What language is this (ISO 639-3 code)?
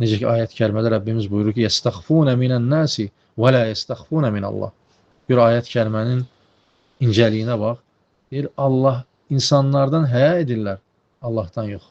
aze